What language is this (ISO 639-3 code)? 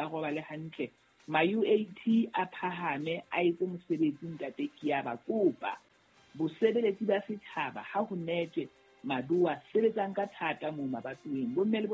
sot